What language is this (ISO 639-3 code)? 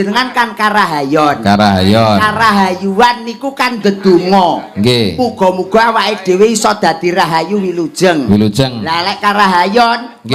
jav